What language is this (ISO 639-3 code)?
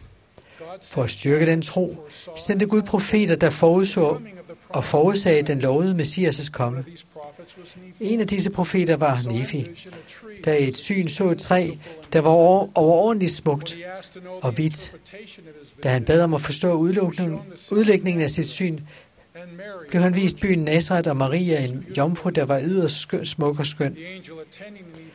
dan